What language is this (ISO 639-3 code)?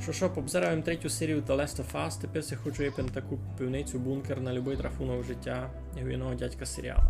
rue